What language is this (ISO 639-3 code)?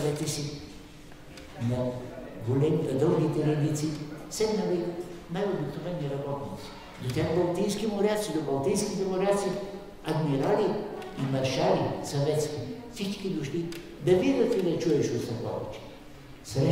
bul